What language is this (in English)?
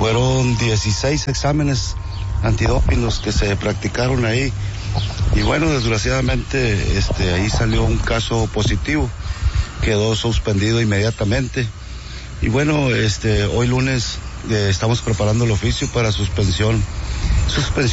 Spanish